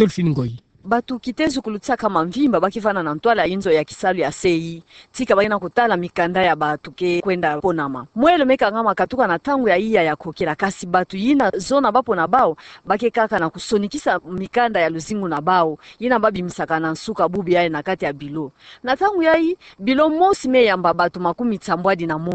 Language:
Kituba (Democratic Republic of Congo)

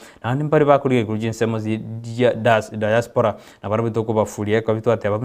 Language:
Gusii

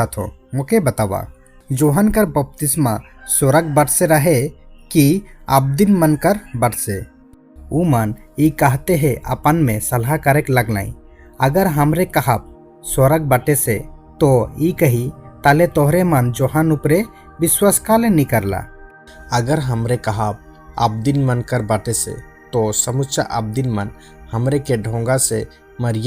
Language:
Sadri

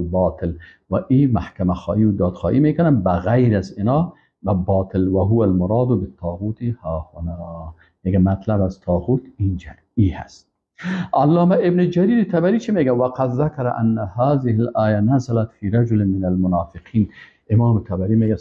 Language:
Persian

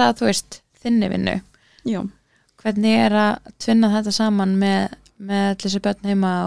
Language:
Icelandic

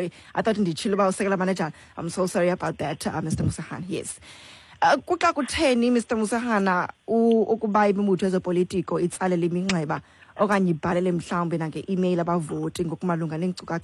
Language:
Xhosa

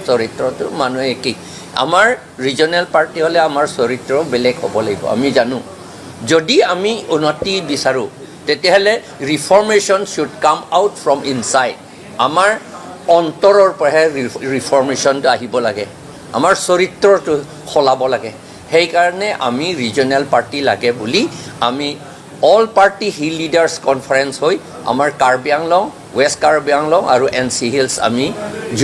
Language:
Assamese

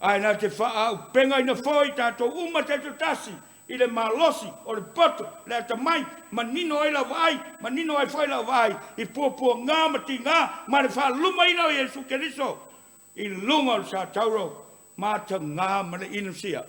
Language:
Samoan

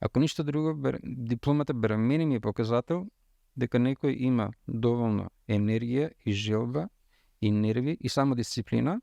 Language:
Macedonian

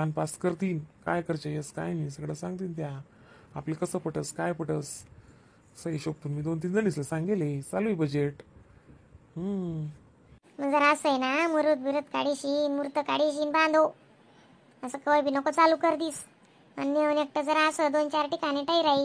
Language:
Khandesi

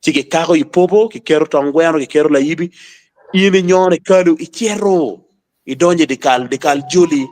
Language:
Acoli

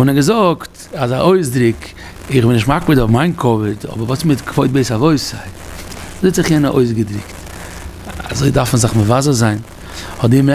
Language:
Yiddish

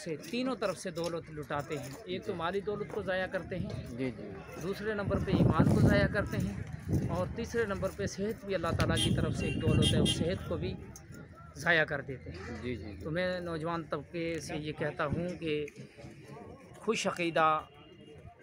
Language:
Urdu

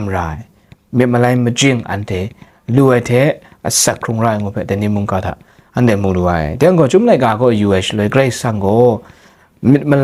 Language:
Kachin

